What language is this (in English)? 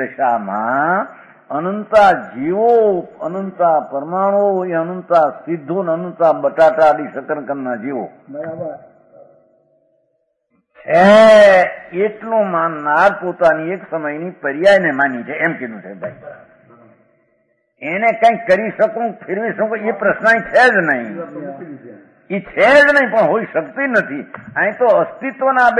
Gujarati